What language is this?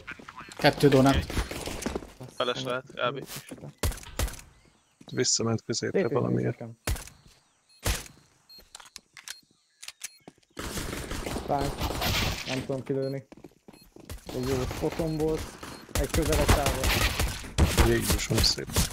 Hungarian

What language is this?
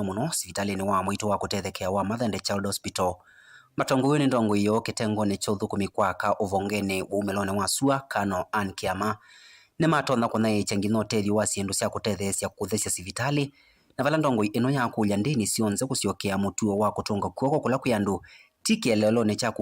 Kamba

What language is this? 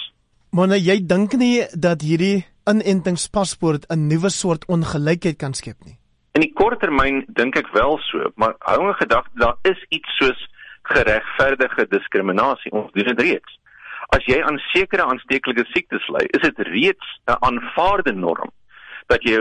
Afrikaans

